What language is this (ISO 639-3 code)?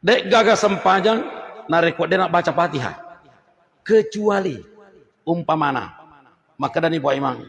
bug